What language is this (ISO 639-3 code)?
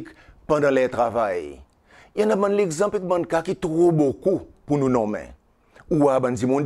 crs